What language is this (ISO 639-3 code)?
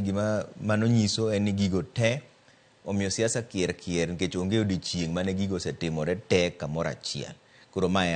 luo